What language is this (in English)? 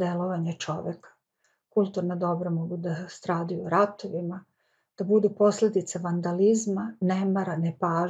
Serbian